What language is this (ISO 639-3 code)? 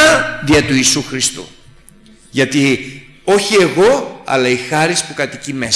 ell